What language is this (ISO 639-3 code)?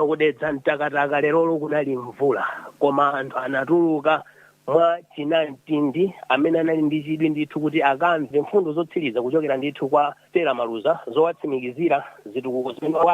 nya